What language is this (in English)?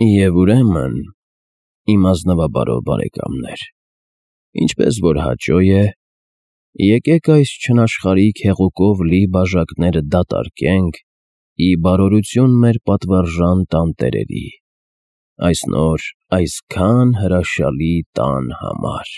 Armenian